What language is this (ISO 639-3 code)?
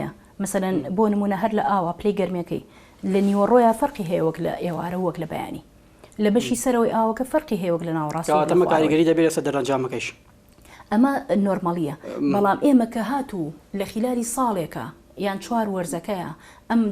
ckb